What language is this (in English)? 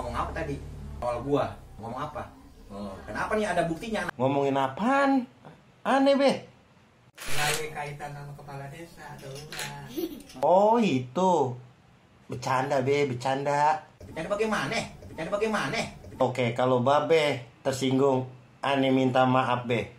Betawi